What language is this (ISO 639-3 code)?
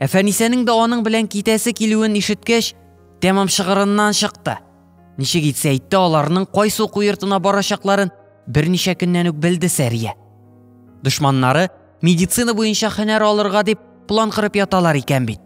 tat